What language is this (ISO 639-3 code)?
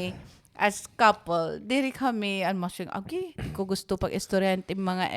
war